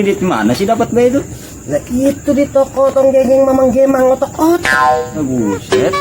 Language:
Betawi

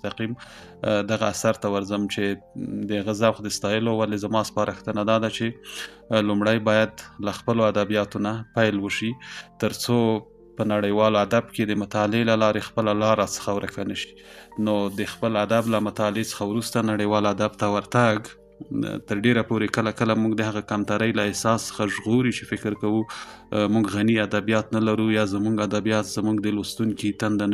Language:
Pashto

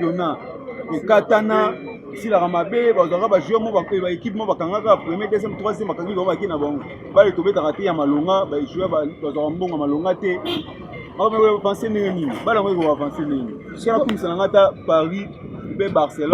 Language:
Lingala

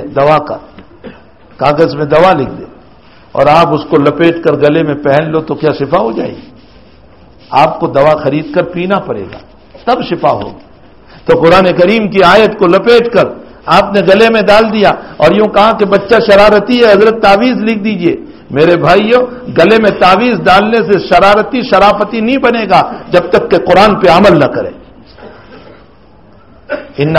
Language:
Urdu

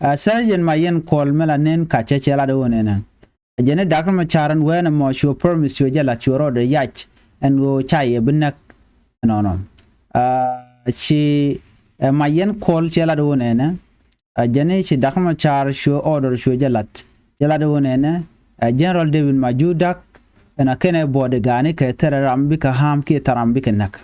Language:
Nuer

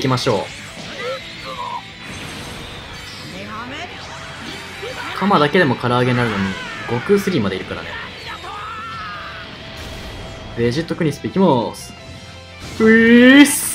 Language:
Japanese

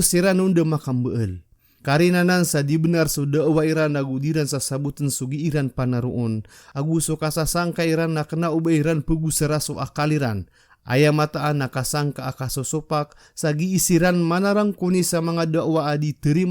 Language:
Maranao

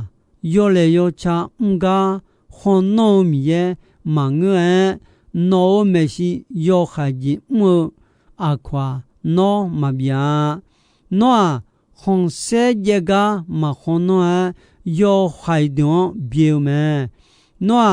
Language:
Akha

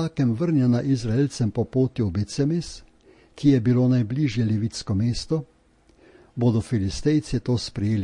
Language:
Slovenian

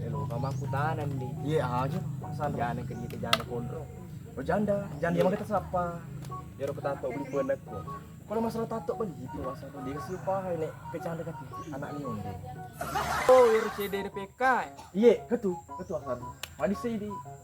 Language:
Buginese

